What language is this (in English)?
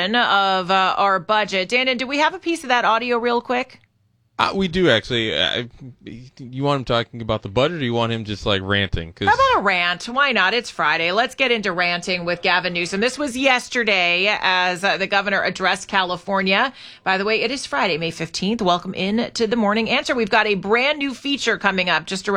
English